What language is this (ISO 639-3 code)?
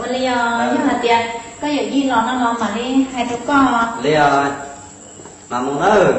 hmn